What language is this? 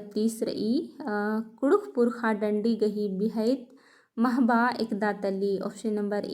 Kurukh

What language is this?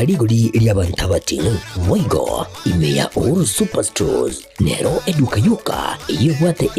Gusii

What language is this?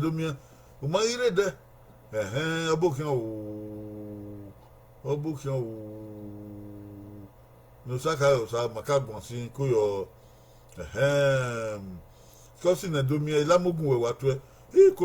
Bini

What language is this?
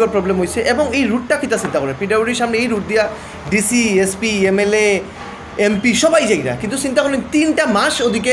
Sylheti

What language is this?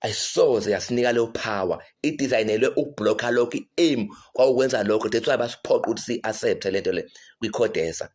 Zulu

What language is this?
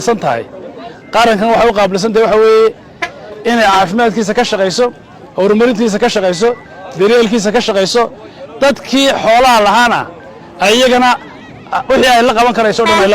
Somali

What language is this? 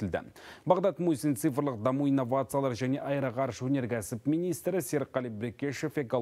Kazakh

